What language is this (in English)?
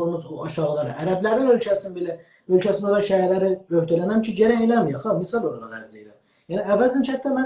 South Azerbaijani